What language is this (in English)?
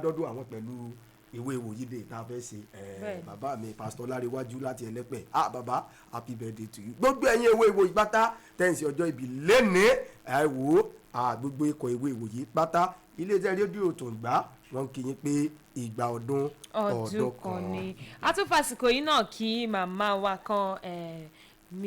Yoruba